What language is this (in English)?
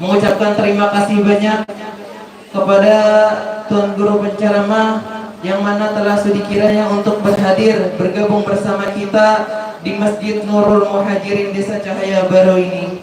Banjar